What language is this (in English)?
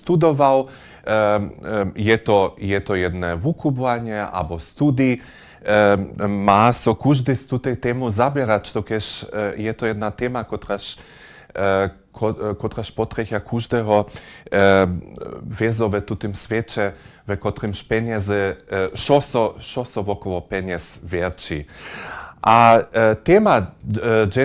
Upper Sorbian